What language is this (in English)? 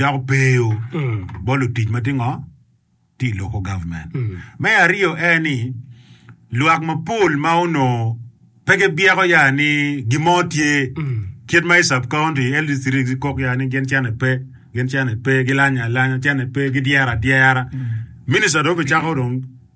Acoli